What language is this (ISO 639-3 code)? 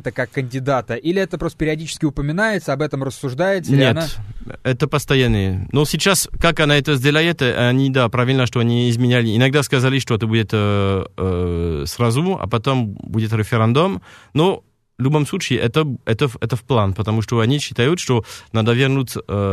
rus